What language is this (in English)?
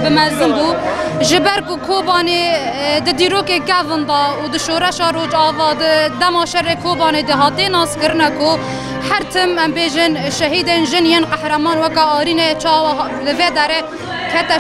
Kurdish